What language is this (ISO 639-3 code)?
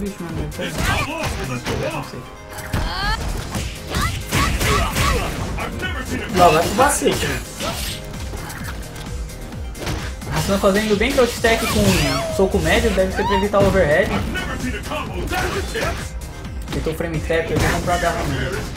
por